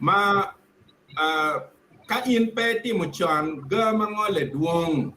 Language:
Acoli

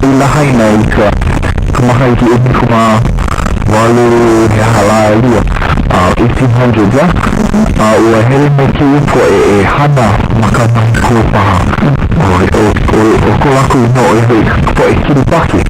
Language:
Hawaiian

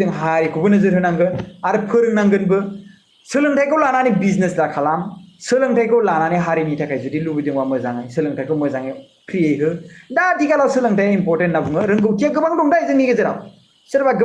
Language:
Bodo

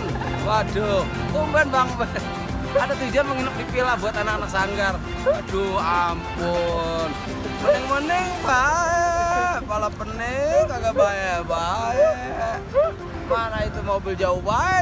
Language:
Betawi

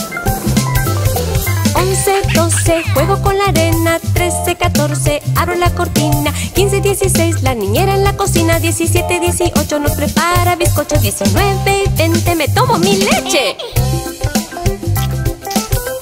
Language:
Spanish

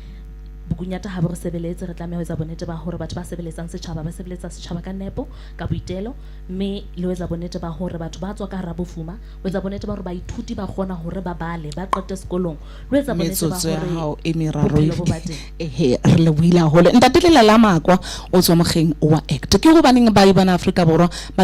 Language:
Southern Sotho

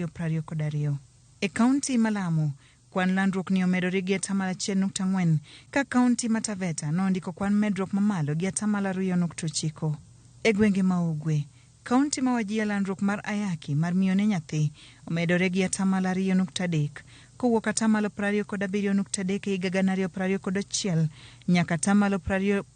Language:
Luo (Kenya and Tanzania)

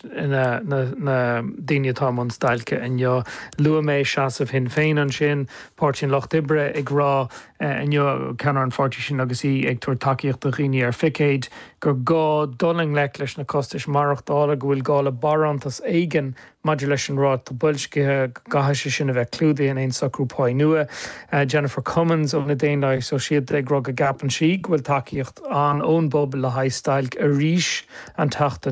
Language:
Irish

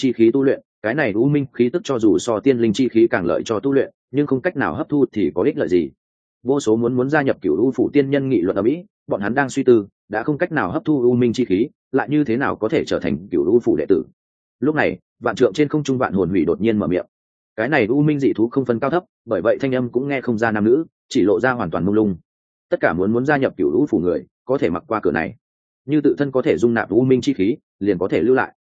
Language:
Vietnamese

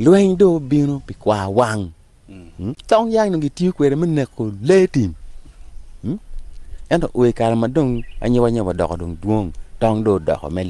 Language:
Acoli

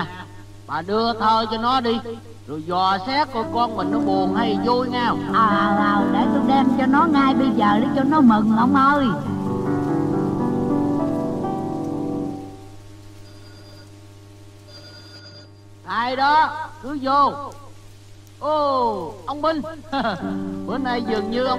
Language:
Vietnamese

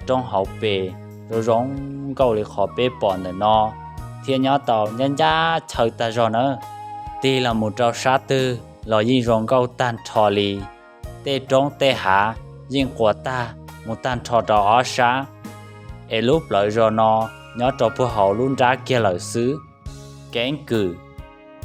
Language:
Hmong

